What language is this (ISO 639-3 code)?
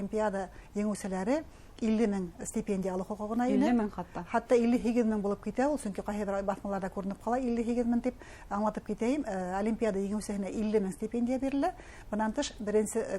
bak